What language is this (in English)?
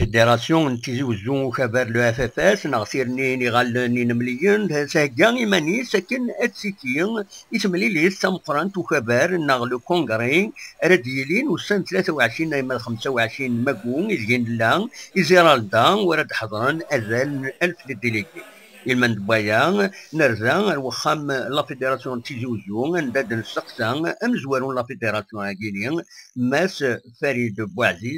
Kabyle